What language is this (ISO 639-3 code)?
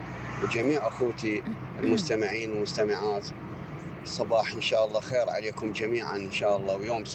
acm